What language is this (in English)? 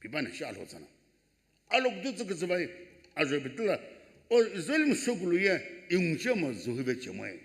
Sumi Naga